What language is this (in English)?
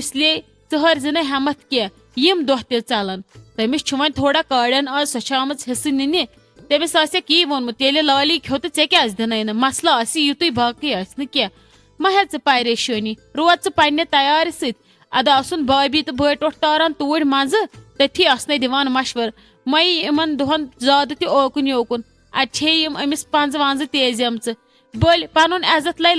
Kashmiri